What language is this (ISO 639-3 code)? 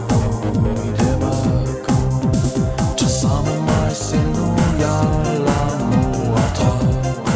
ukr